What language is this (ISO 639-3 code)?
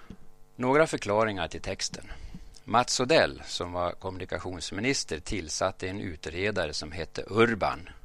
swe